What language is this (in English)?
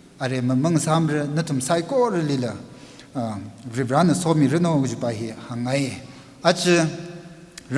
Tangkhul Naga (India)